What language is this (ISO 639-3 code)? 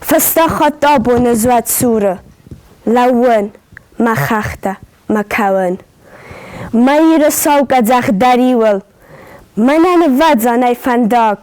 oss